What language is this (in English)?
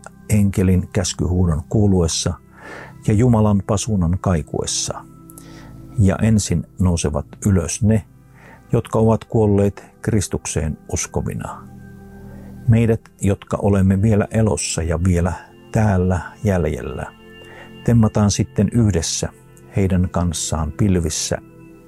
Finnish